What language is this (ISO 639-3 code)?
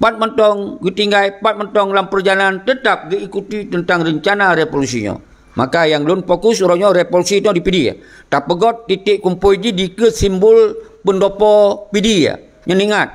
ace